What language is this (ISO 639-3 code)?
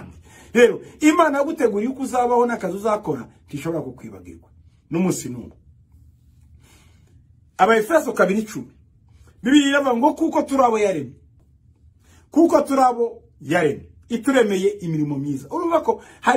kin